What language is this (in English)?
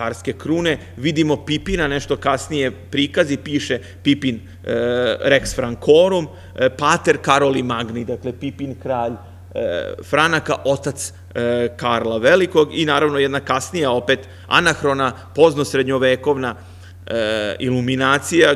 Serbian